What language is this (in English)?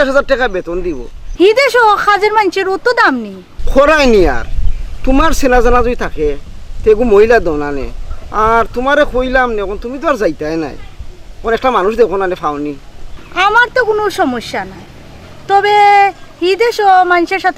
Sylheti